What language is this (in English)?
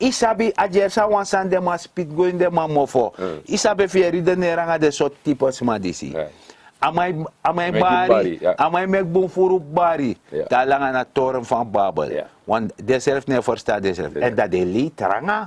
Sranan Tongo